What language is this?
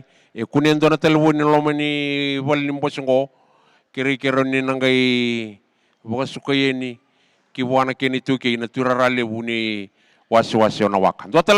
Fijian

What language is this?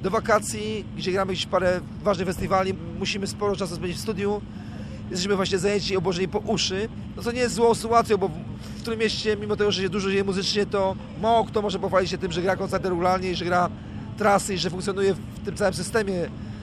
Polish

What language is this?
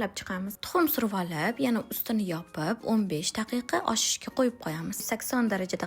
Uzbek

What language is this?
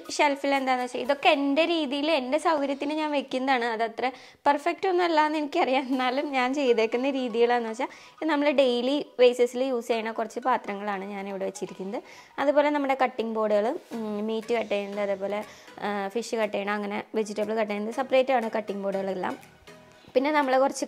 Malayalam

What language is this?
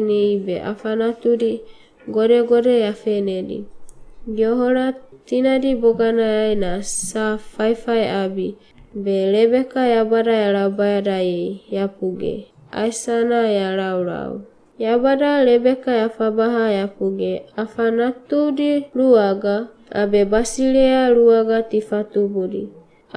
Wagawaga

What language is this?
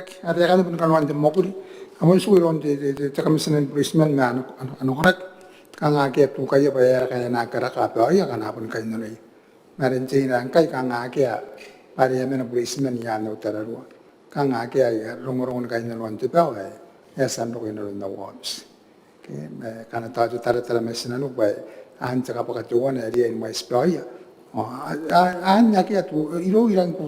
Gilbertese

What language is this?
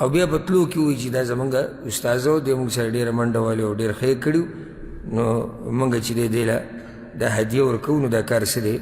Pashto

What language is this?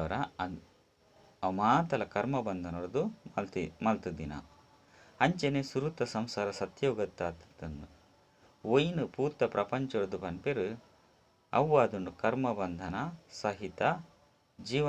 Tulu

